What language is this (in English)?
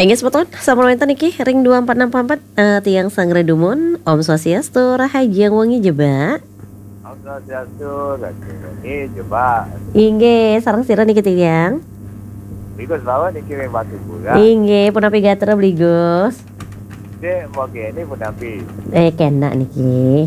Balinese